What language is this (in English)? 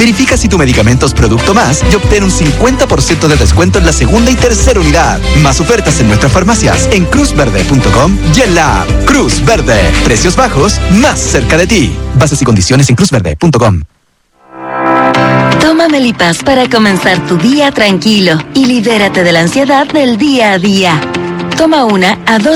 Spanish